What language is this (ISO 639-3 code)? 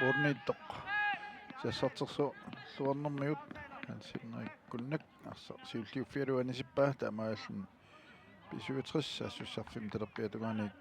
kal